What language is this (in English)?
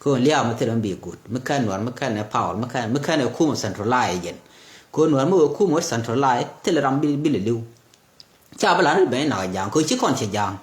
Nuer